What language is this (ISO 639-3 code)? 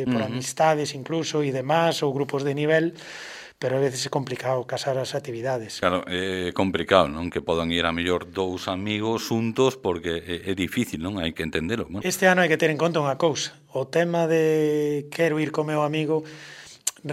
glg